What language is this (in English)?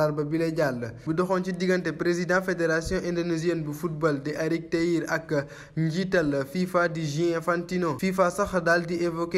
Wolof